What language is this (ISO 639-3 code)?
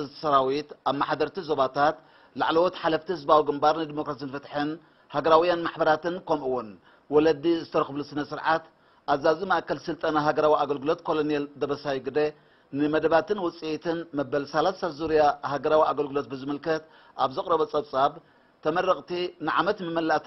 tir